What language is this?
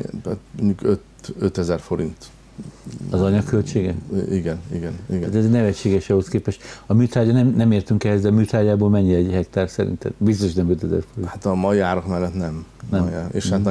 Hungarian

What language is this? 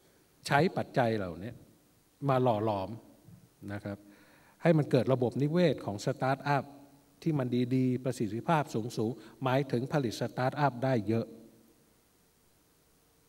Thai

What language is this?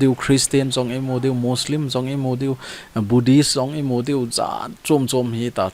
Thado Chin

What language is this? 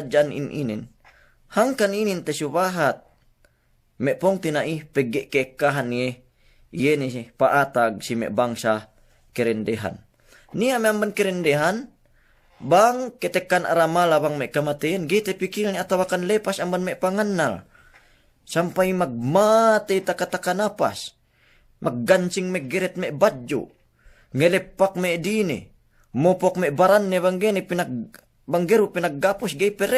Yakan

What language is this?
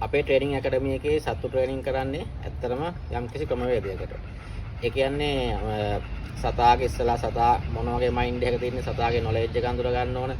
Sinhala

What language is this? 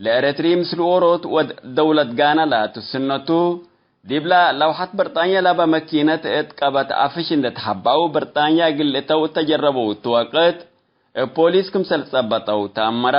Tigre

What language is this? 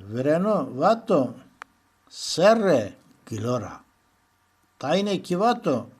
Zaza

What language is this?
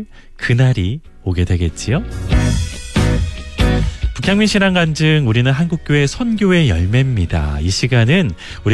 Korean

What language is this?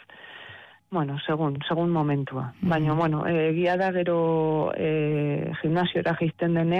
Basque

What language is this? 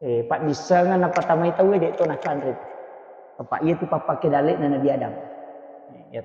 Buginese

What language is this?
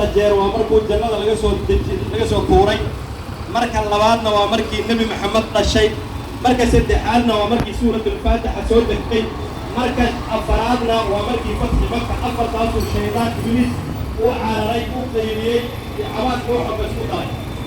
Somali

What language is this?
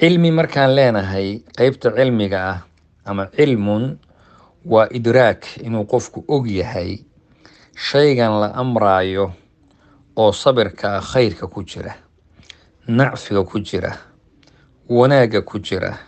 Somali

